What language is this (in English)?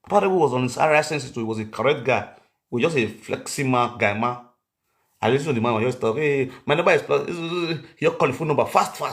Nigerian Pidgin